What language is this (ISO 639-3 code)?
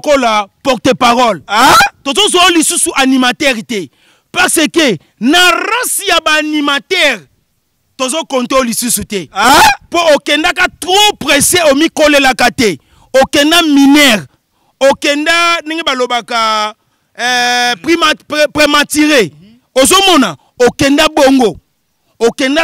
lin